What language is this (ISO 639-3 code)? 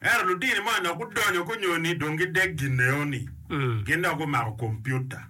ach